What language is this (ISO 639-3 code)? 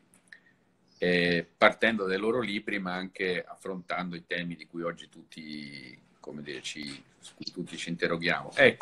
ita